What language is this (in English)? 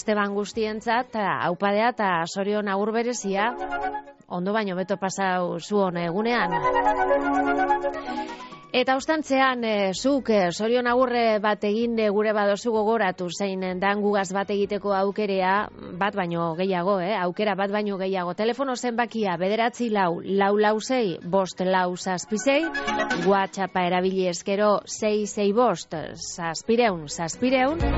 Basque